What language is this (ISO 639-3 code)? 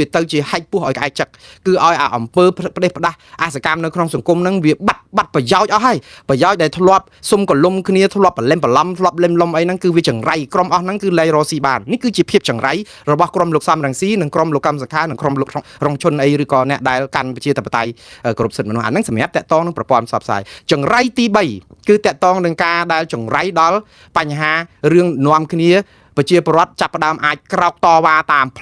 khm